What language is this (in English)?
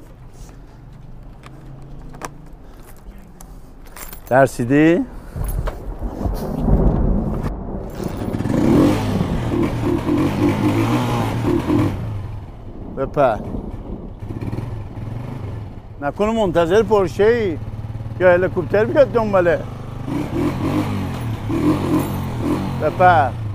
Persian